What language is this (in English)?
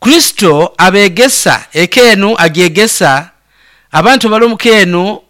Nyoro